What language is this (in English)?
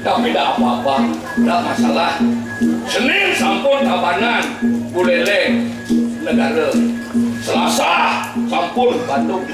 Balinese